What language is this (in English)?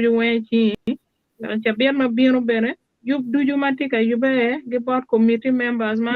Acoli